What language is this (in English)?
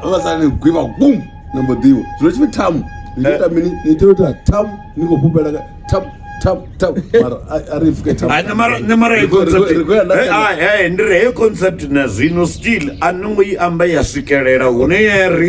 Venda